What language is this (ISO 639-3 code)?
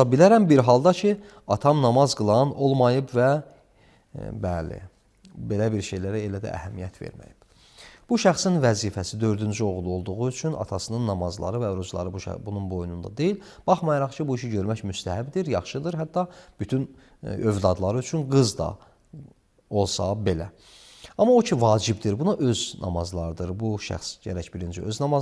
aze